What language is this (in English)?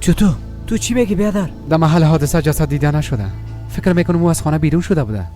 Persian